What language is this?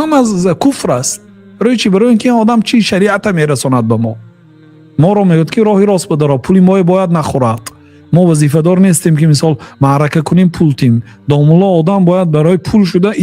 Tajik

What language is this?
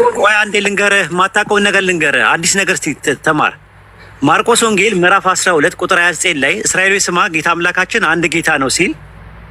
Amharic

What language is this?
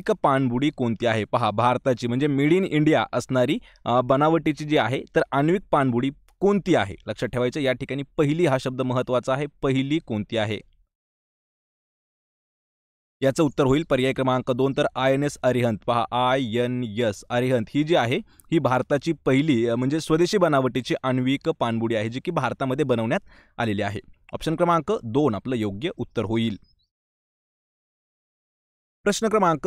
Marathi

